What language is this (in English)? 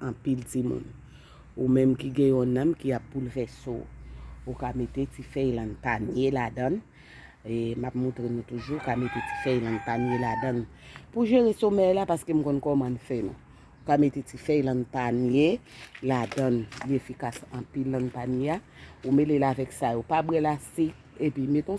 Haitian Creole